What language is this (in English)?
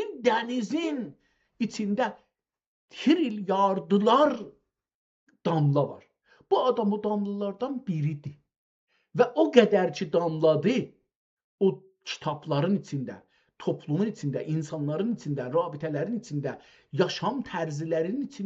South Azerbaijani